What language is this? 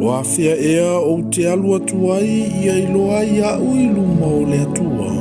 Samoan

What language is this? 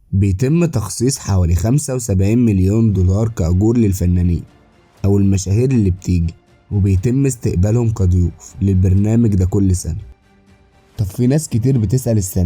Egyptian Arabic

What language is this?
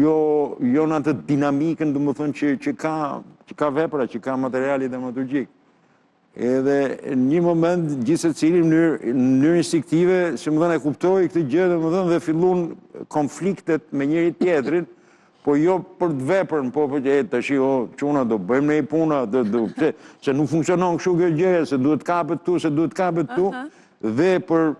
Albanian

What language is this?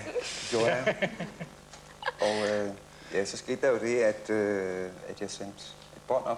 Danish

